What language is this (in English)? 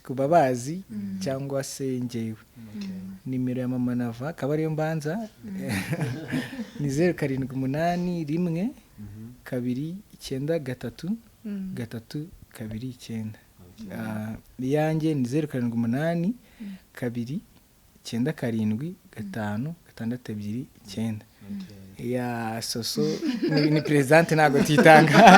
Kinyarwanda